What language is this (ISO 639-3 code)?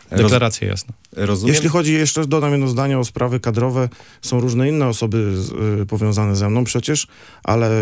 pol